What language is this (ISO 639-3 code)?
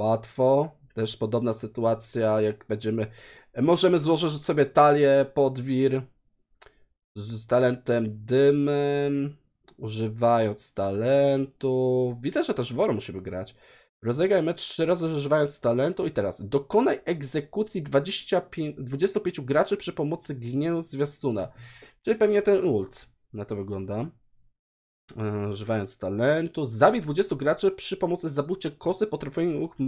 pol